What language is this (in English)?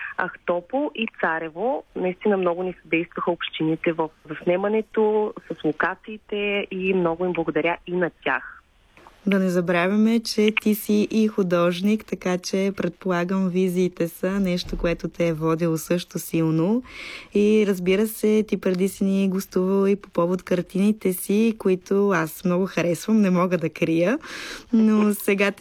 Bulgarian